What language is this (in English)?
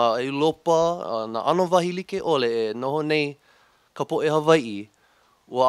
Hawaiian